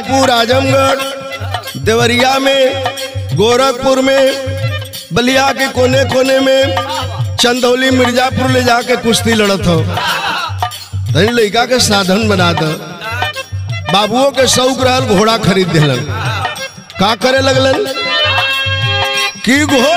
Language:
Bhojpuri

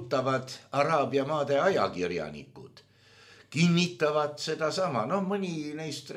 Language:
Estonian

